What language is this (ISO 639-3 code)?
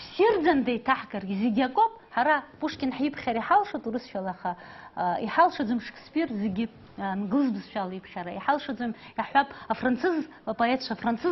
abk